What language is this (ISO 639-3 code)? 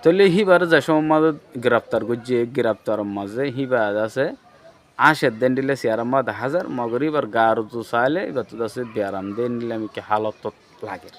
rhg